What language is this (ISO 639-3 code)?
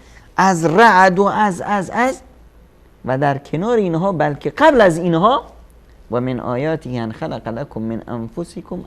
fas